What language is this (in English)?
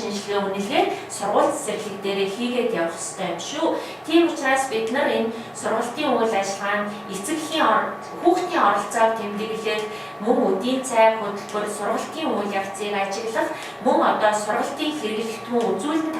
Mongolian